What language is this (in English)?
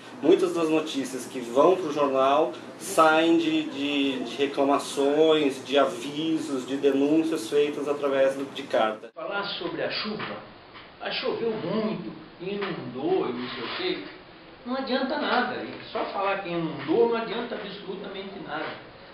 Portuguese